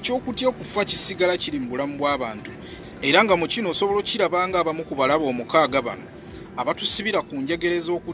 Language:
Ganda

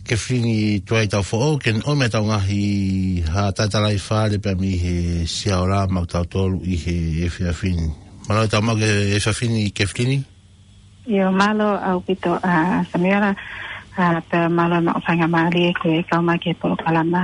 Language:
Tongan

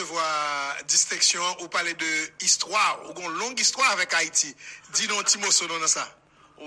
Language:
Haitian Creole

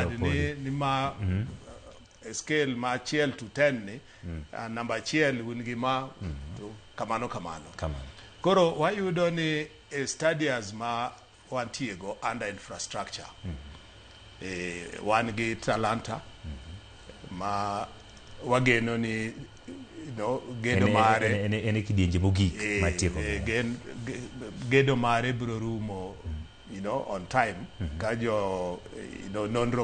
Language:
Luo (Kenya and Tanzania)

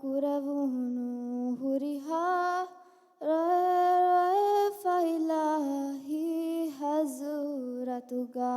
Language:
Divehi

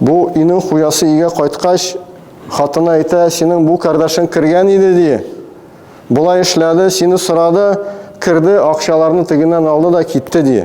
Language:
Tatar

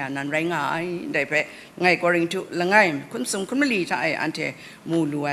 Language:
Kachin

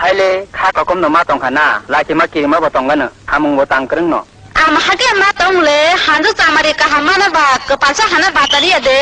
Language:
Kok Borok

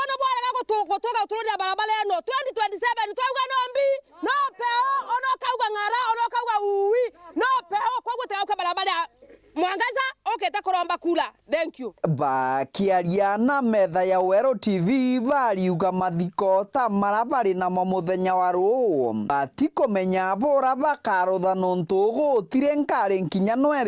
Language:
Meru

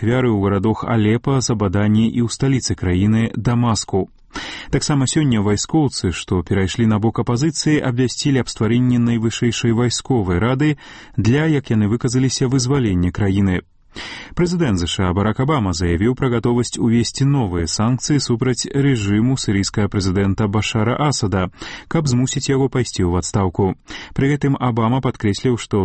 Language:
Belarusian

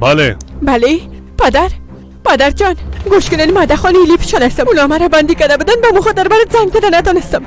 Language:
Persian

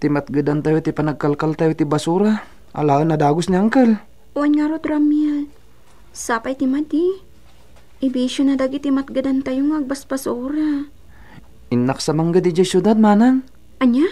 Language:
Iloko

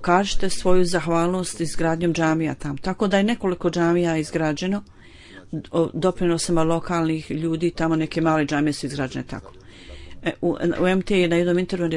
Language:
Bosnian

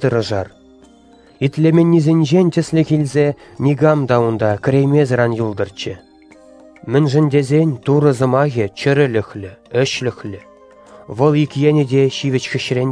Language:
Chuvash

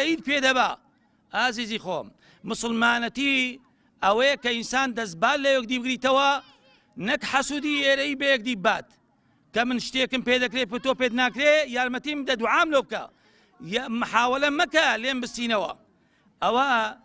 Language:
Central Kurdish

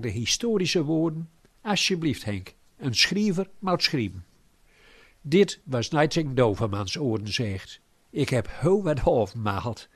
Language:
Gronings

